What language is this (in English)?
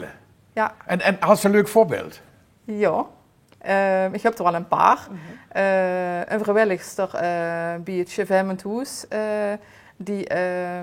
Limburgish